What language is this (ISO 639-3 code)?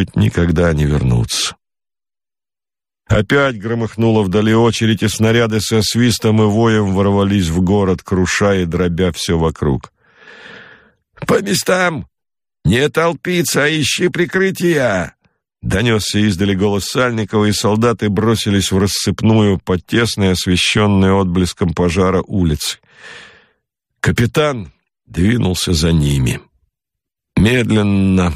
rus